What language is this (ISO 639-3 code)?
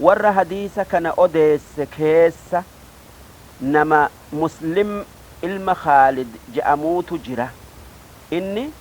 orm